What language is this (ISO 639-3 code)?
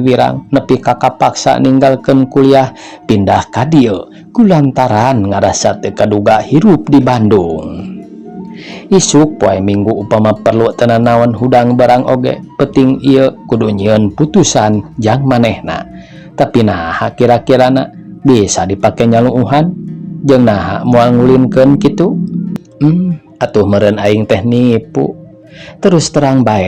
sun